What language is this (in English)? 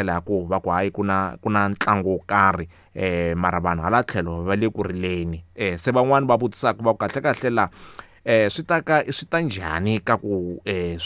Tsonga